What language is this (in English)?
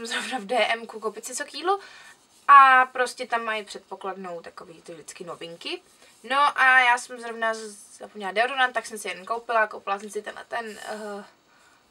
Czech